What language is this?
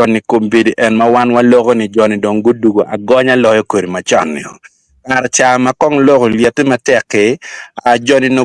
Acoli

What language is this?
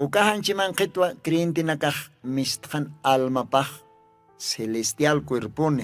Aymara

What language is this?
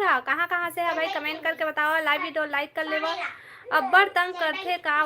Chhattisgarhi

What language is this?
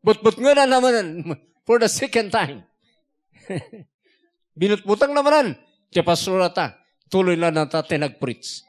Iloko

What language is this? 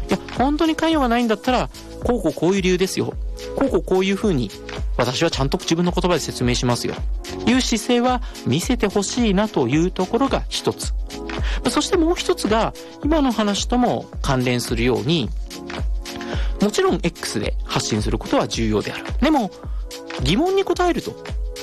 Japanese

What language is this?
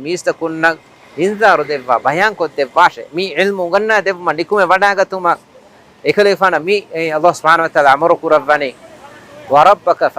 Divehi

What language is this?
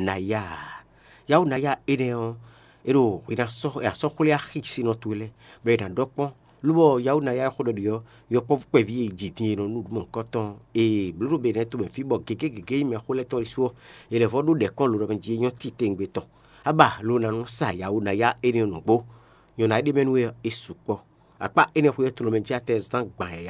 Fon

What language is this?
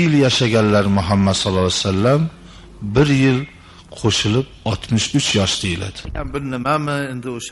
Uzbek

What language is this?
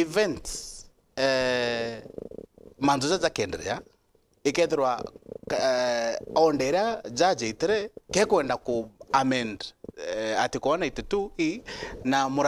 Meru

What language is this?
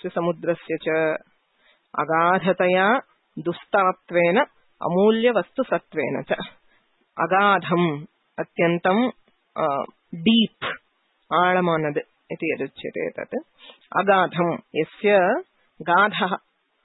Sanskrit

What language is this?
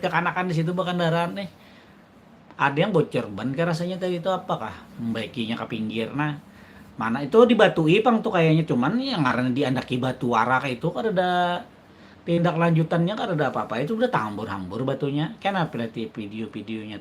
Banjar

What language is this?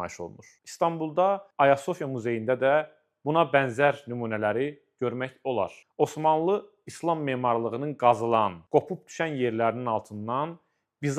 Azerbaijani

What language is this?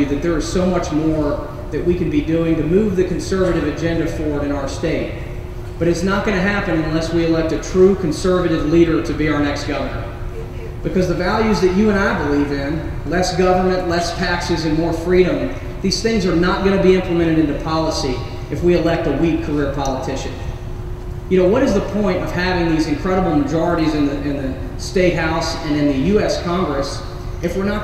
English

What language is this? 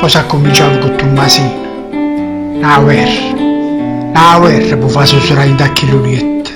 Neapolitan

